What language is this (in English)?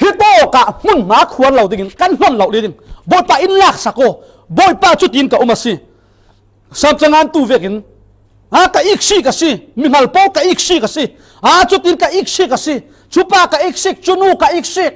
Falam Chin